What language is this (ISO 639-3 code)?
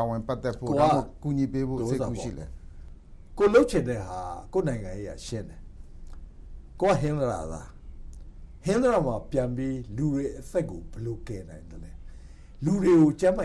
mya